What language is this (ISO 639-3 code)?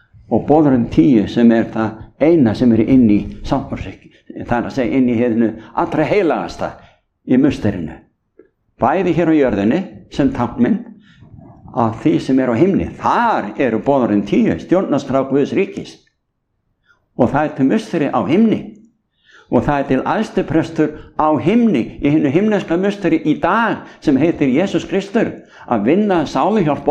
isl